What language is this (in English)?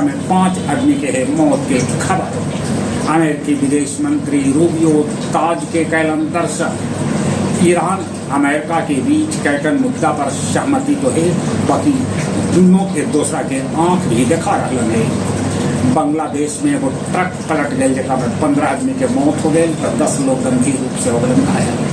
Magahi